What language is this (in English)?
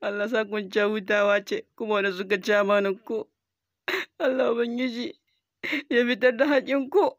Hausa